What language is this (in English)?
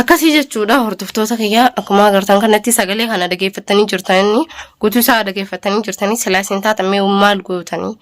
Oromo